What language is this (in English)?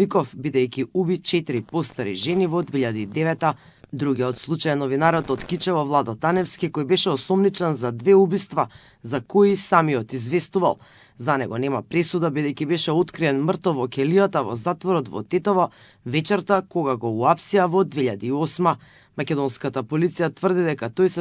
Macedonian